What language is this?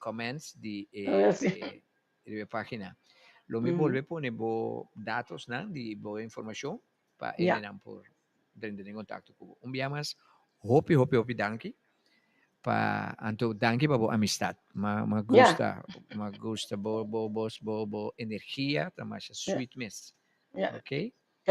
Papiamento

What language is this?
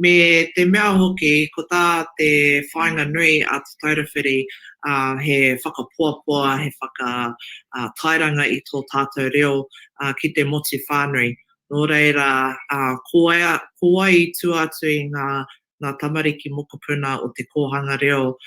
Māori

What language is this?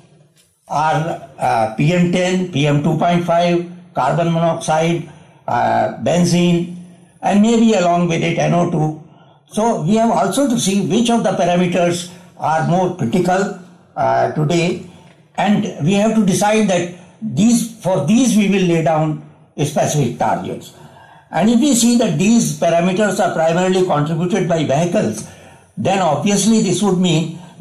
English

